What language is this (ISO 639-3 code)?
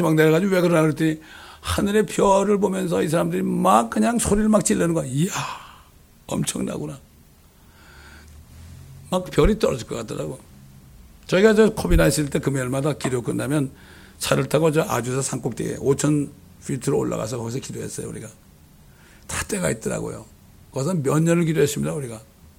kor